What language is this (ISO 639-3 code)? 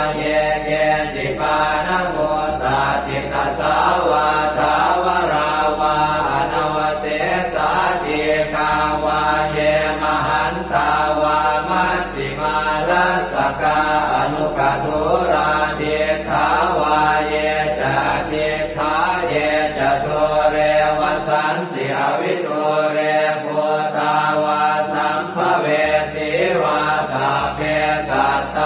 pli